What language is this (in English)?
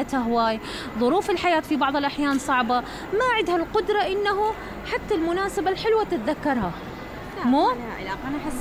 Mesopotamian Arabic